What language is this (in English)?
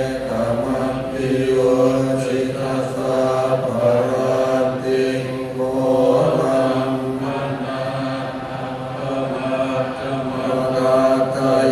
Pali